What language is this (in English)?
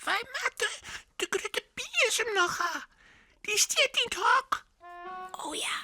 Western Frisian